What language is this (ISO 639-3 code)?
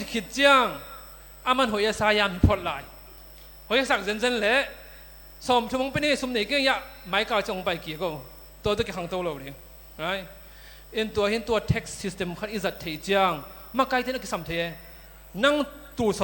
ctd